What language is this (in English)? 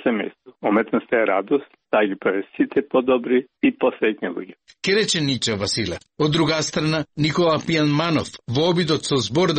Macedonian